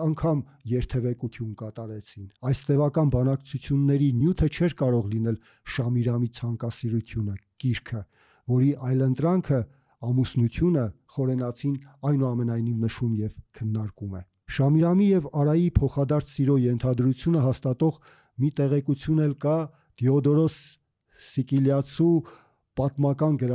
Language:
Armenian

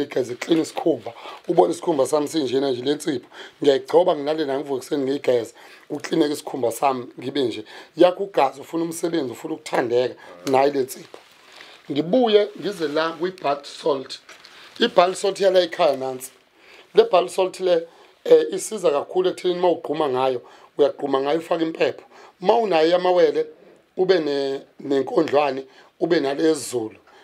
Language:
Zulu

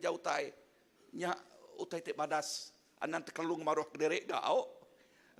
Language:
Iban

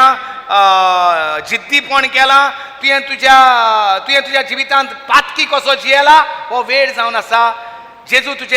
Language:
Konkani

